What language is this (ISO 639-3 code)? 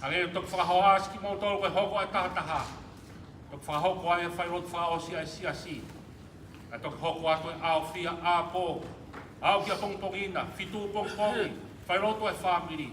ton